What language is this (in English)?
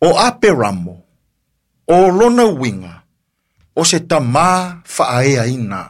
Samoan